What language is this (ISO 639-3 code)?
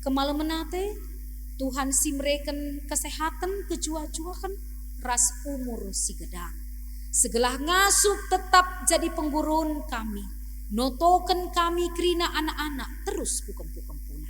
btx